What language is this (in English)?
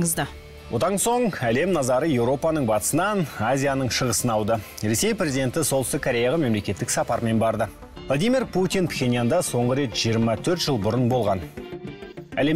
Kazakh